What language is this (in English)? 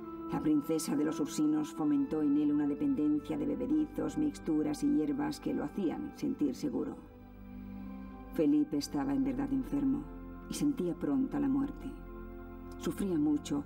Spanish